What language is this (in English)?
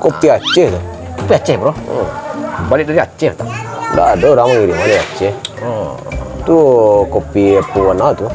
Minangkabau